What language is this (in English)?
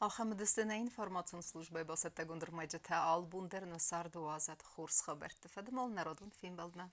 Ossetic